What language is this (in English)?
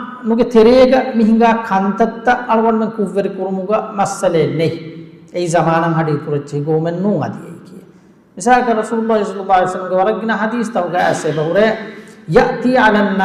Divehi